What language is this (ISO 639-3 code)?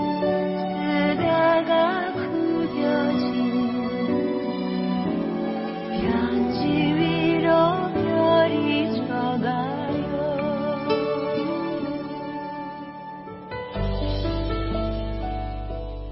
kor